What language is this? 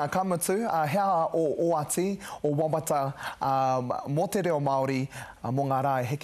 Māori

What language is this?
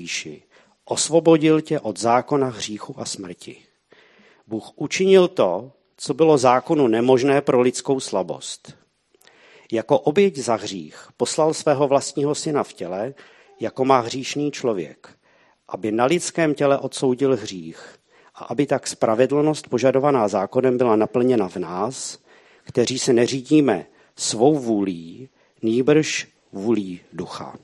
Czech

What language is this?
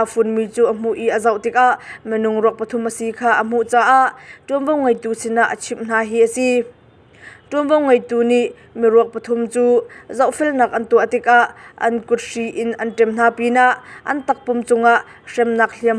Hakha Chin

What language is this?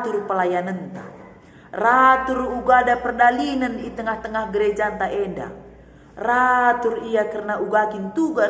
Batak Karo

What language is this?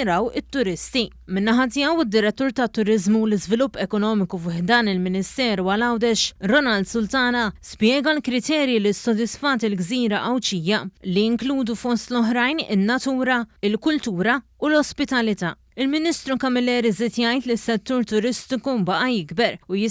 Maltese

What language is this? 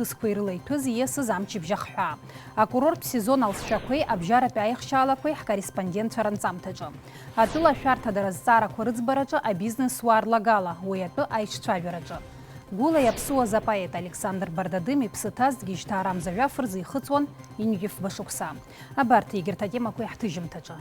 Abkhazian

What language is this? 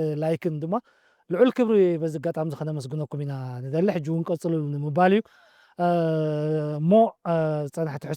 Tigrinya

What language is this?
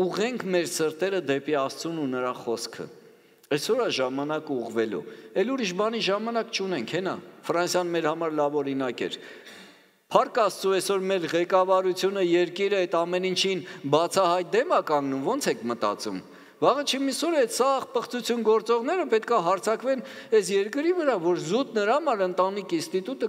Armenian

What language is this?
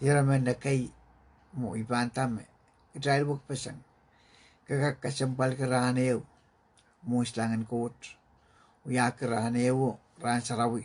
Pohnpeian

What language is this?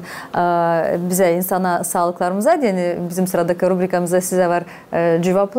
Gagauz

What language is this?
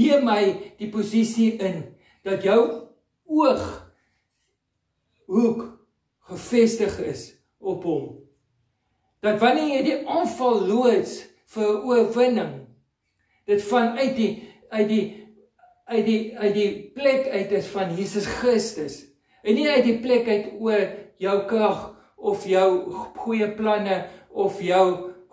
Afrikaans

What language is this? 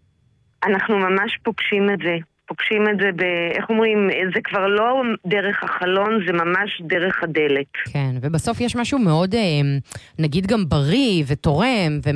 Hebrew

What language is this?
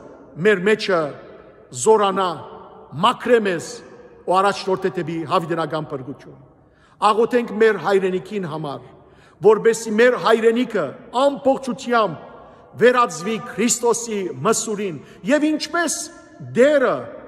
Western Armenian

